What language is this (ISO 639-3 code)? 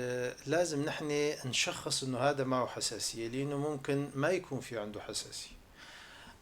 apc